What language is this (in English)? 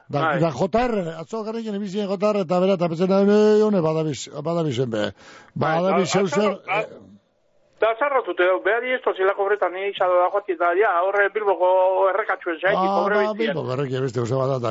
Basque